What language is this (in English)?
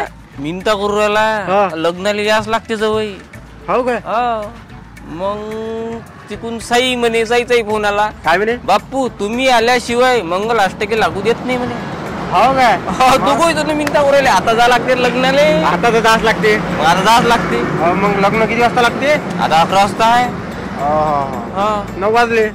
Marathi